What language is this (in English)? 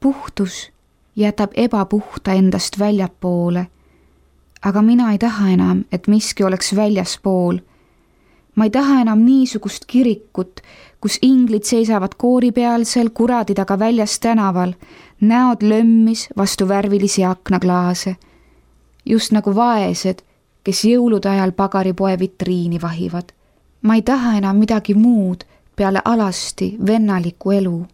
Estonian